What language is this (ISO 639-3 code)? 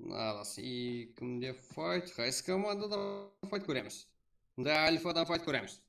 kaa